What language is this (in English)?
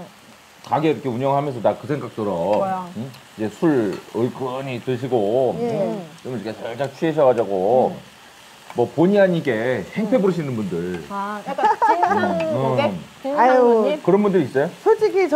Korean